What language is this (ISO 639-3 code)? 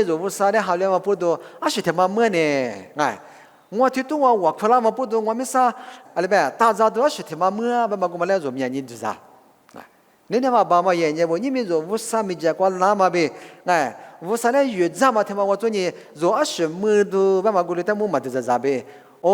lis